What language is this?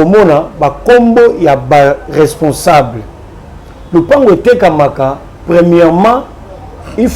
Lingala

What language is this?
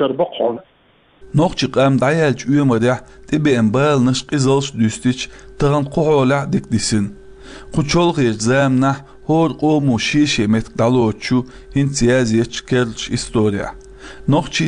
Chechen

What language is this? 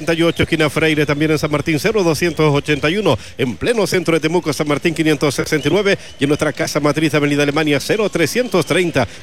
Spanish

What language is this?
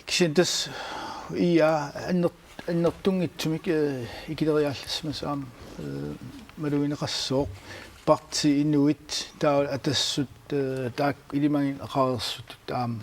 Kalaallisut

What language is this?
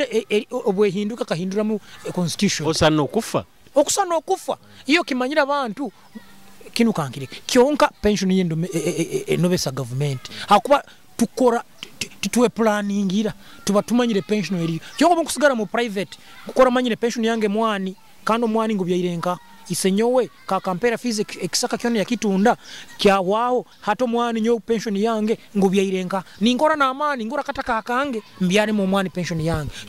Nyoro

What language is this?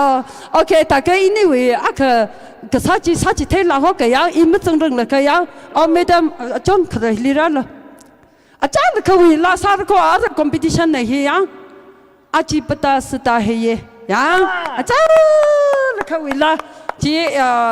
Tangkhul Naga (India)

